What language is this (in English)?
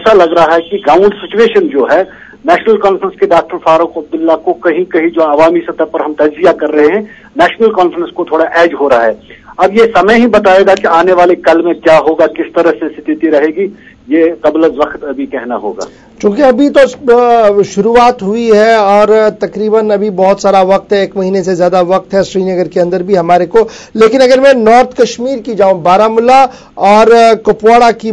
Urdu